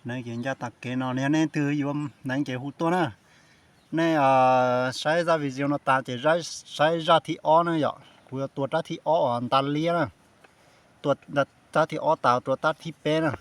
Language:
Hmong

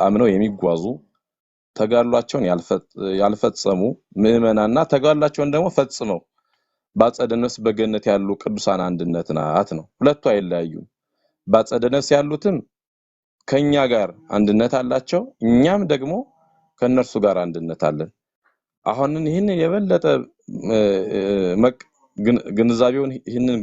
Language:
Amharic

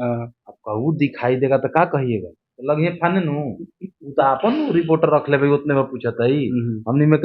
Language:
Bhojpuri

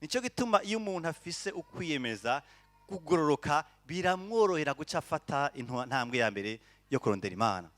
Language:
Rundi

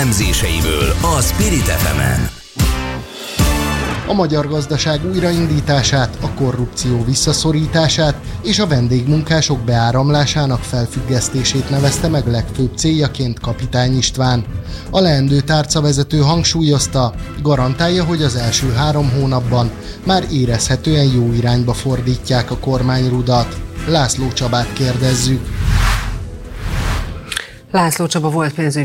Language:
Hungarian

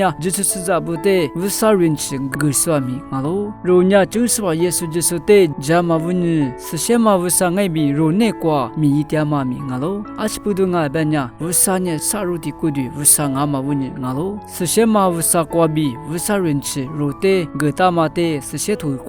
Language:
Lisu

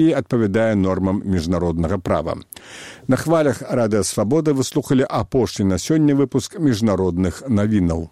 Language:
Belarusian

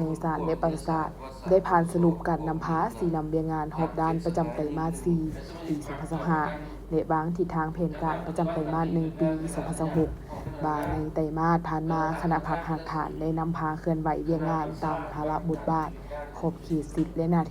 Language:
Lao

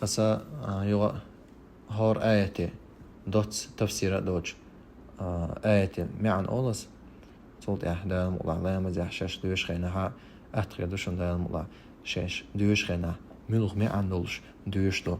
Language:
Chechen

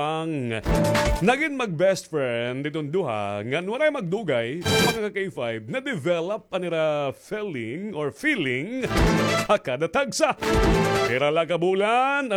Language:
Waray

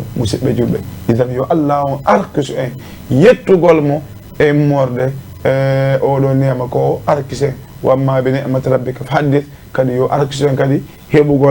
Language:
Fula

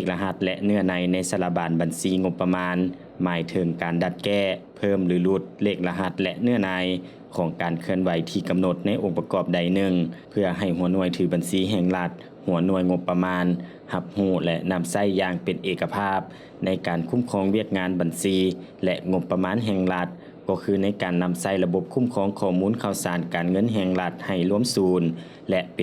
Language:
Lao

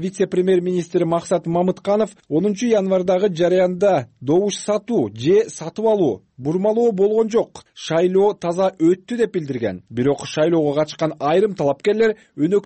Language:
Kyrgyz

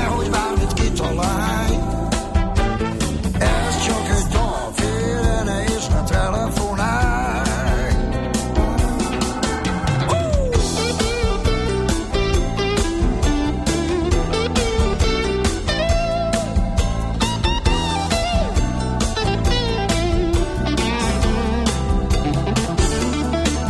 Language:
Hungarian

